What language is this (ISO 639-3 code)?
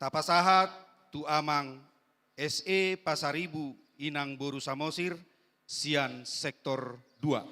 bbc